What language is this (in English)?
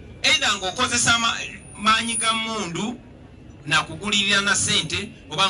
Ganda